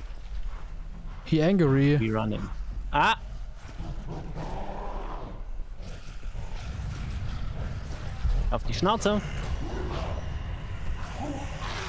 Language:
German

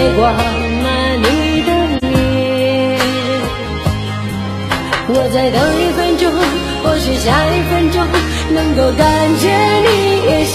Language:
Chinese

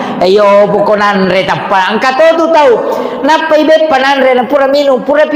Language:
Buginese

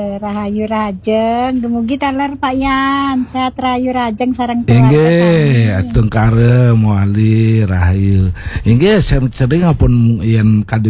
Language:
Balinese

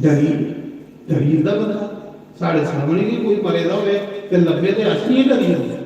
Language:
Dogri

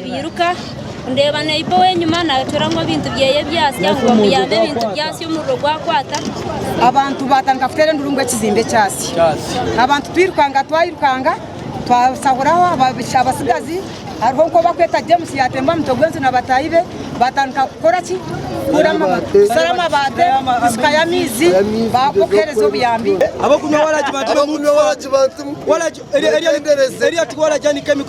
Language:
Nyankole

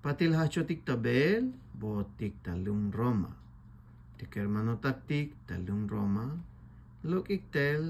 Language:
Tzeltal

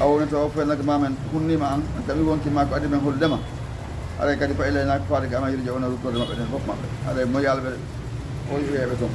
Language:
Fula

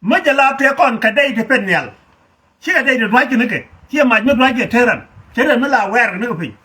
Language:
Nuer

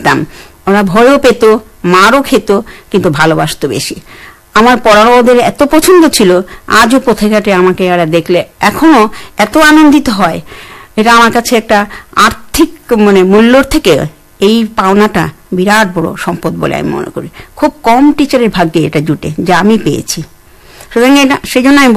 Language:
Bangla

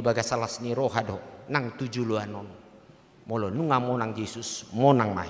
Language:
Batak Toba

